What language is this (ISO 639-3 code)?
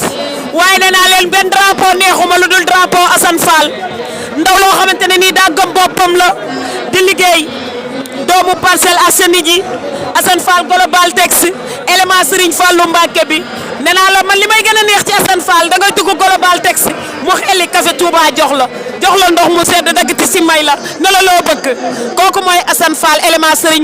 wol